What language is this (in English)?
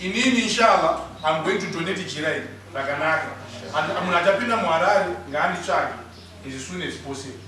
Shona